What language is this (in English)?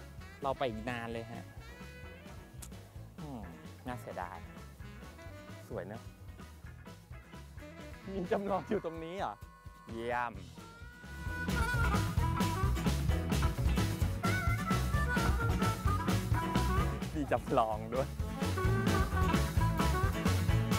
Thai